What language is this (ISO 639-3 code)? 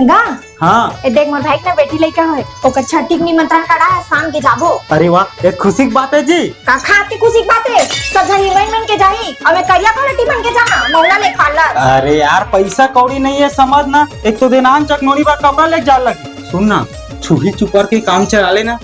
hne